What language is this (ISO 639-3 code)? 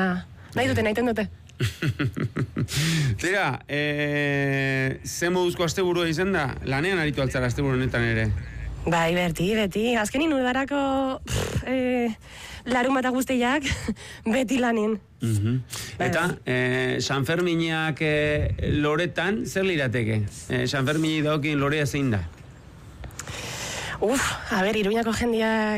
eus